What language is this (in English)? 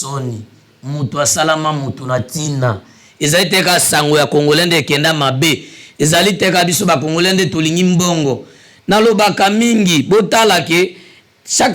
Lingala